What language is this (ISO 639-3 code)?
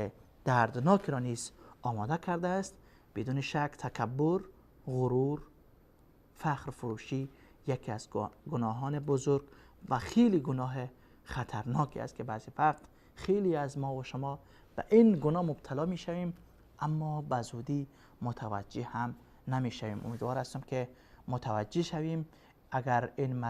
fas